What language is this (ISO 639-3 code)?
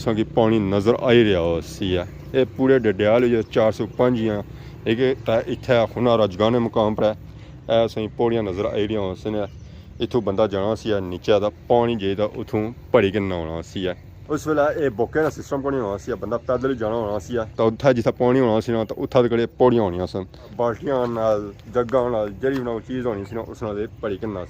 phr